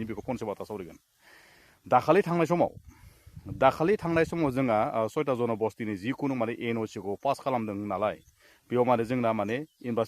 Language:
Bodo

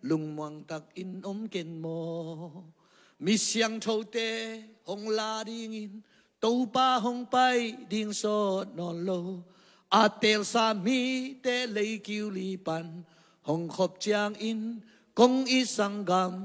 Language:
Tedim Chin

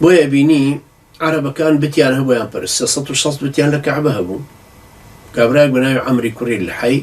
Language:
Central Kurdish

